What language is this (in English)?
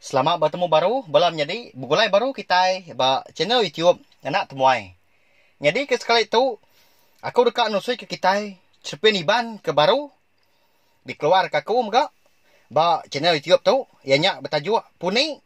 Iban